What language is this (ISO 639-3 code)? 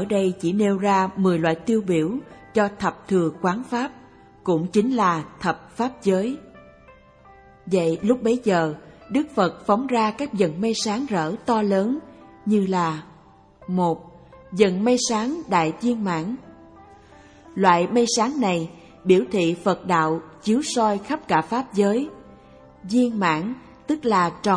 vie